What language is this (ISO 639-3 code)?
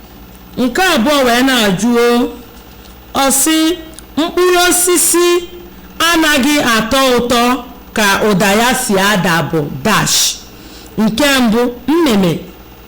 ibo